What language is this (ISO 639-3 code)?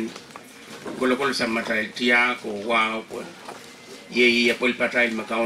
pon